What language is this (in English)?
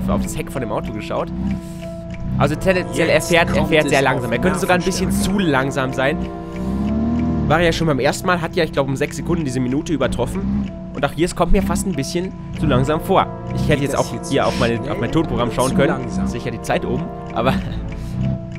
German